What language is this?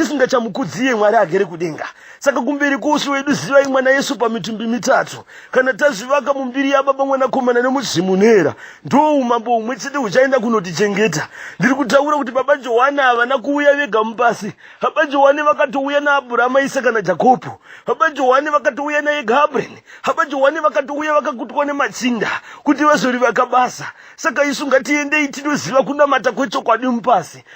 Shona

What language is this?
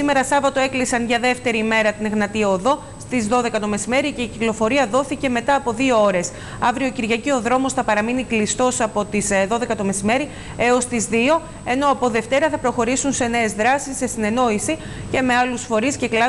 Greek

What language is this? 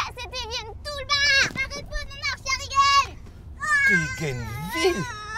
Breton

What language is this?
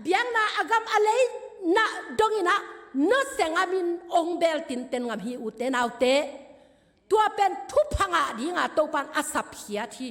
Tedim Chin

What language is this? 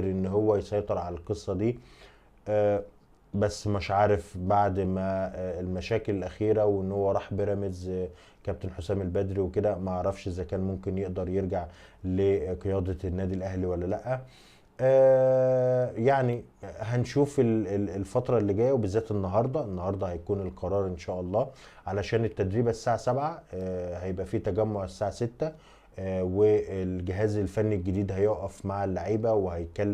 Egyptian Arabic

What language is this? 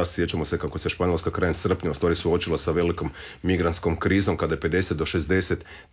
Croatian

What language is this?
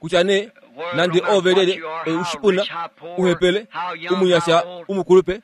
Kuanyama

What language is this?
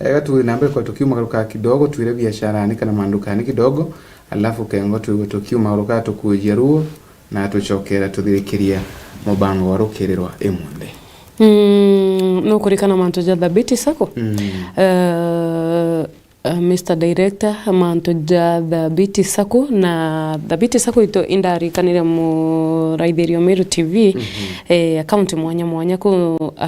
Meru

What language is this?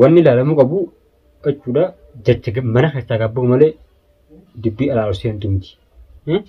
Oromo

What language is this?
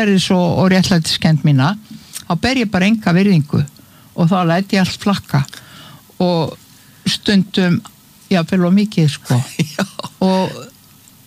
Icelandic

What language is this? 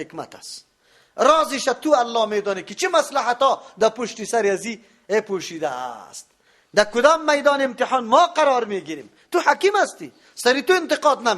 Persian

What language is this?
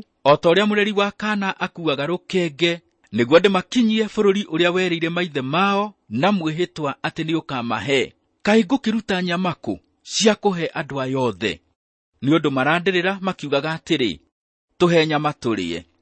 Kikuyu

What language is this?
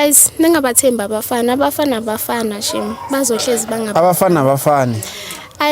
Zulu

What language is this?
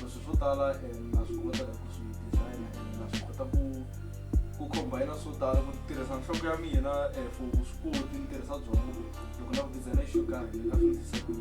Tsonga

